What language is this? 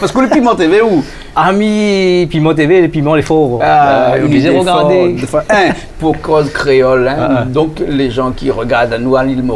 Réunion Creole French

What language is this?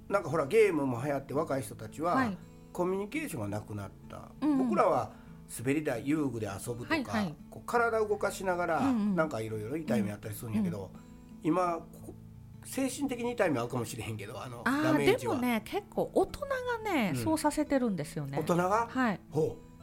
Japanese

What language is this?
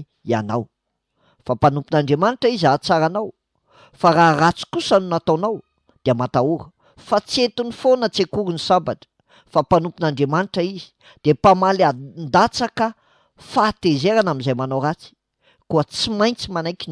Malagasy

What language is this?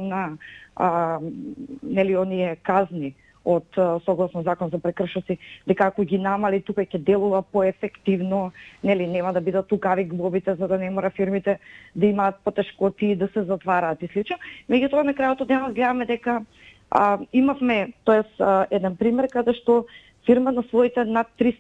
Macedonian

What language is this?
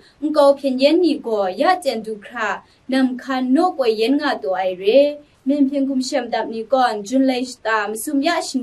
Kachin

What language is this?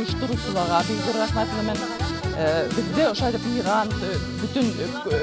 Bashkir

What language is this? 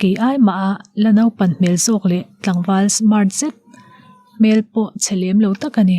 Mizo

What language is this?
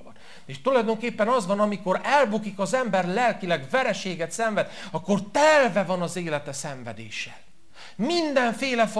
Hungarian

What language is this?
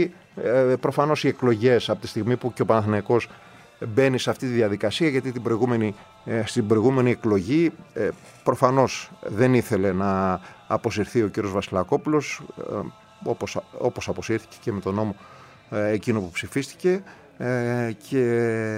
Greek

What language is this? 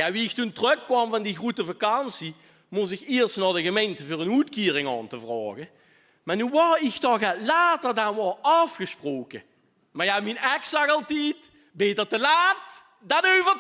Limburgish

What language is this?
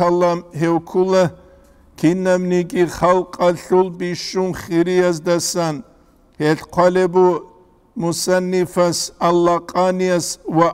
Avaric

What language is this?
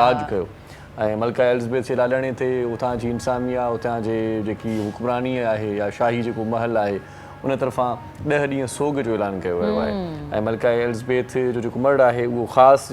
Sindhi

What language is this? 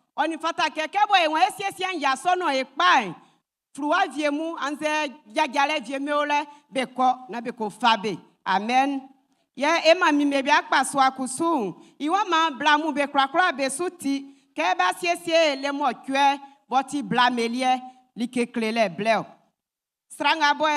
Baoulé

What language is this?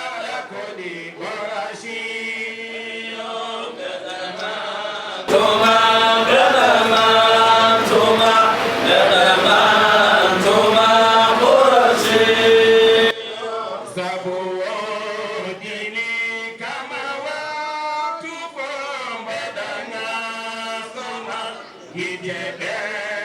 Fula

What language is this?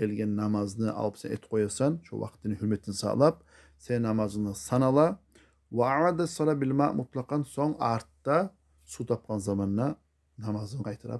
Kumyk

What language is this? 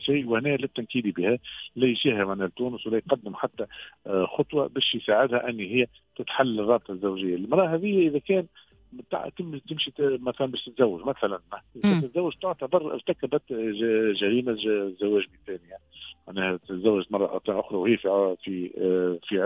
Tunisian Arabic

